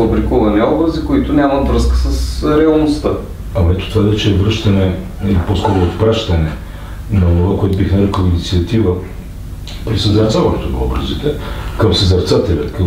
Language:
Bulgarian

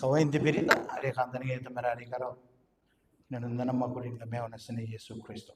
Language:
Gilbertese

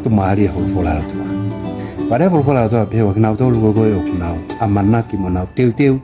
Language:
Tongan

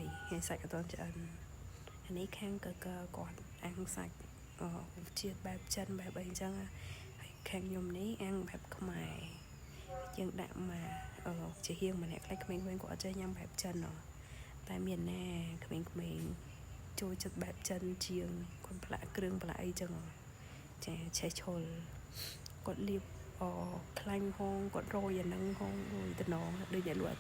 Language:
Khmer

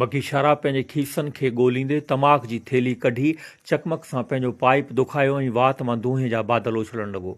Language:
Sindhi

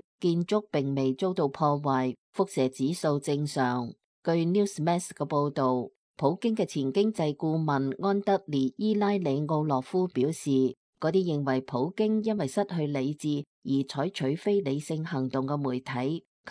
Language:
Cantonese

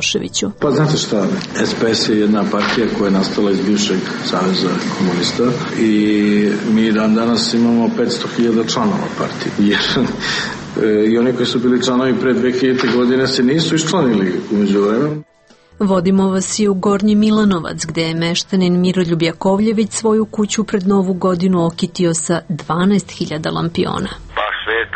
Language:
Serbian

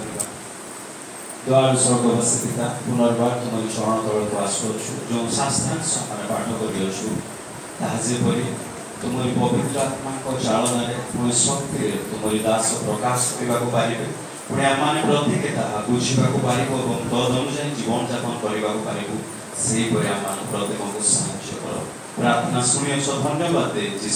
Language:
Odia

